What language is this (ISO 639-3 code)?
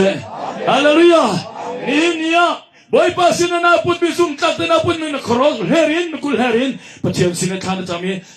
cnh